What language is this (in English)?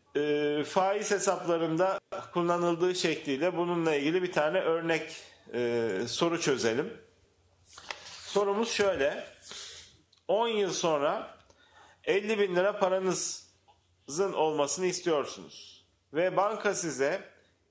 Turkish